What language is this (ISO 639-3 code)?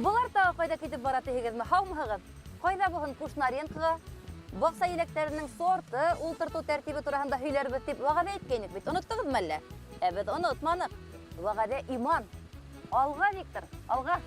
bak